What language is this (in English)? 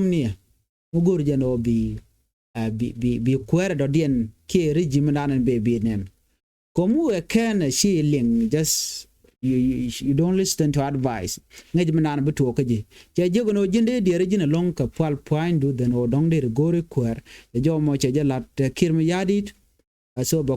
Nuer